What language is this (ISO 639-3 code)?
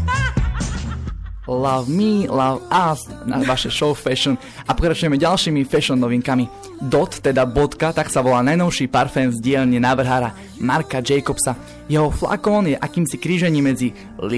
slk